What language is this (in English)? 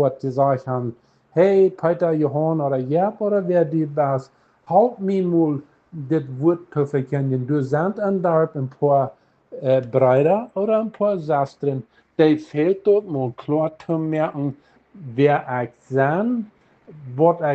Plautdietsch